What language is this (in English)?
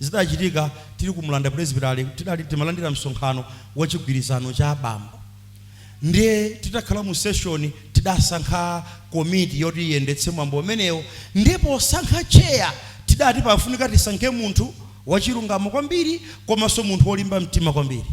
Nyanja